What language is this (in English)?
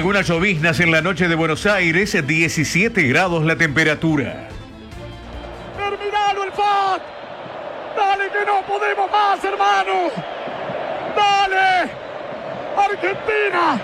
Spanish